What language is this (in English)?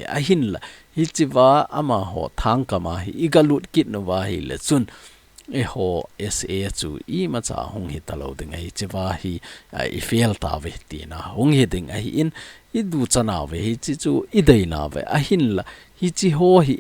Thado Chin